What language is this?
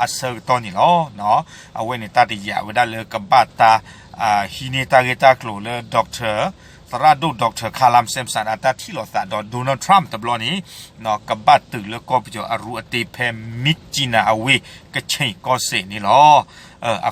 S'gaw Karen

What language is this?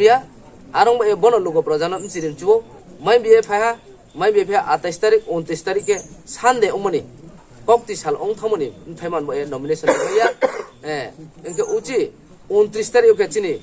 Riang (India)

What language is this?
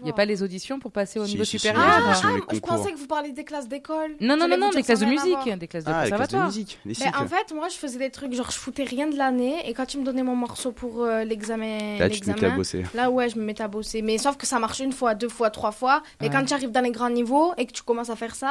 French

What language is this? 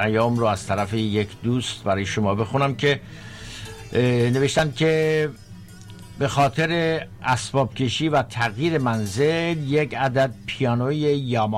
Persian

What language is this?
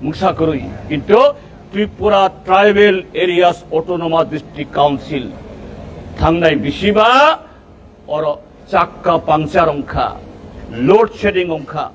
Kok Borok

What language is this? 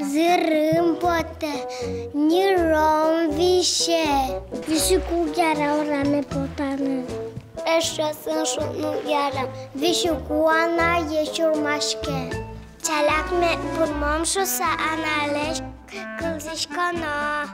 Udmurt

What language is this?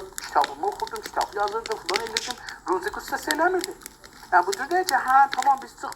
South Azerbaijani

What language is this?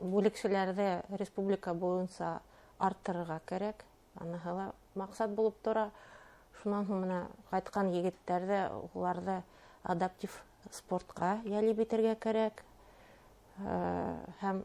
Bashkir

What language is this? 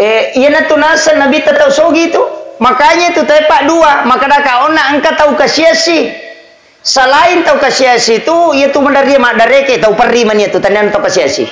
Buginese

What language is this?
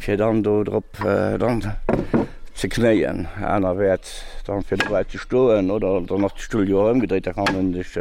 Luxembourgish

